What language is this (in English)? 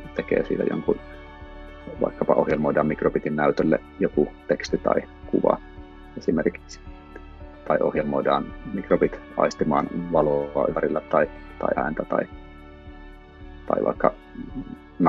Finnish